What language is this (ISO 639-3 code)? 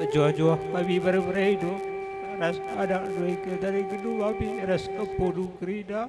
btx